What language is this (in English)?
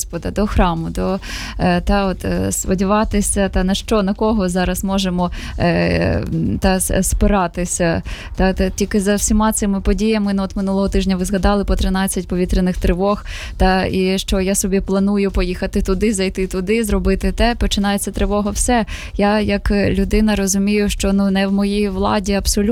Ukrainian